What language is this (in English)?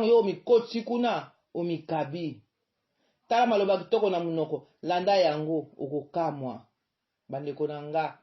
Lingala